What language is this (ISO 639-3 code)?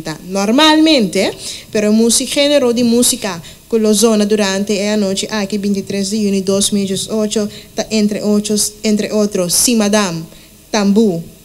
pap